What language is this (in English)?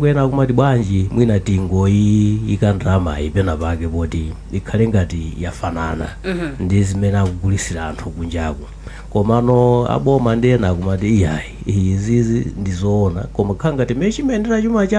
Nyanja